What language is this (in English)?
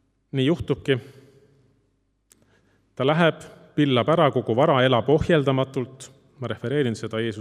Estonian